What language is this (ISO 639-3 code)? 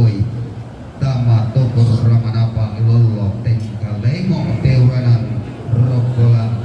sda